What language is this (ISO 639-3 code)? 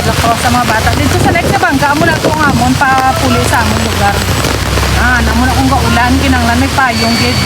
hil